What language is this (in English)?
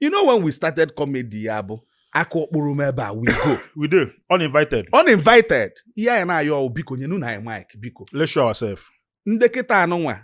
Igbo